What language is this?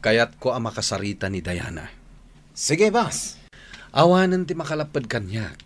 Iloko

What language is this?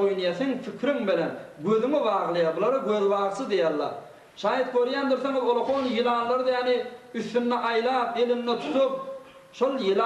Turkmen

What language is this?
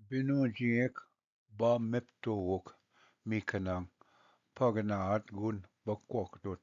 Ojibwa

